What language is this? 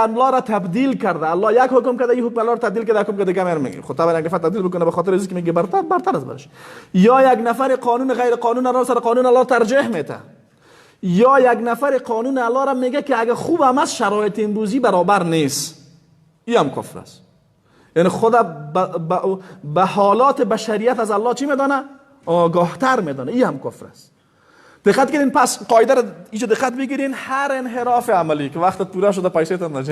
Persian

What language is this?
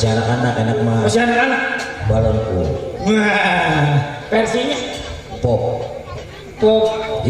Betawi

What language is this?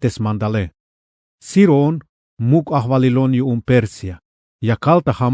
Tzeltal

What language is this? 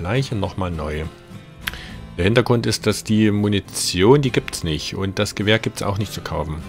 German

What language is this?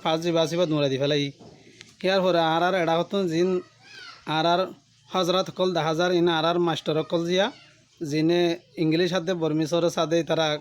Rohingya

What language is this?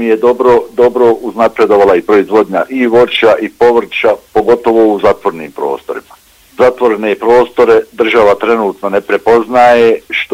Bosnian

